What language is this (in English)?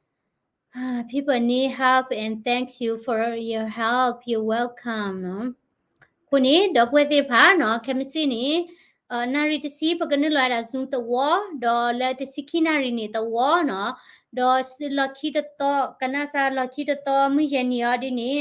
S'gaw Karen